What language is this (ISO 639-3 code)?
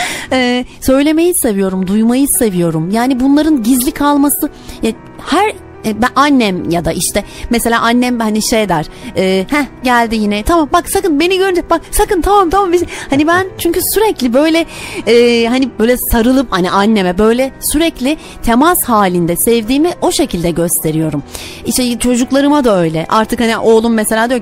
tur